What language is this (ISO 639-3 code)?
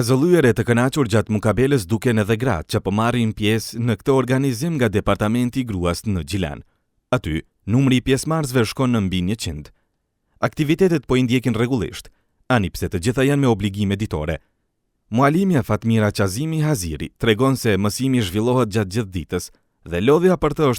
sqi